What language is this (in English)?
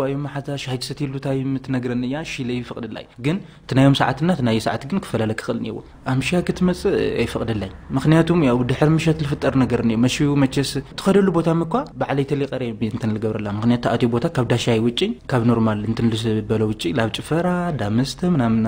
Tigrinya